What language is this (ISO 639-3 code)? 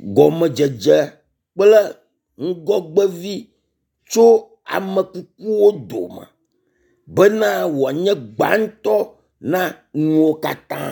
ewe